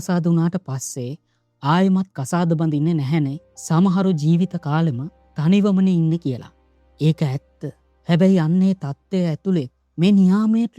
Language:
Sinhala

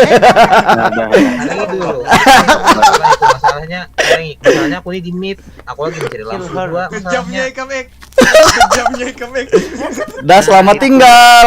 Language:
Banjar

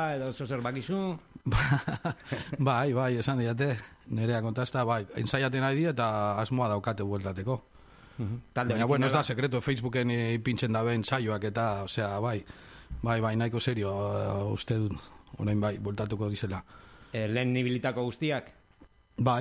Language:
Basque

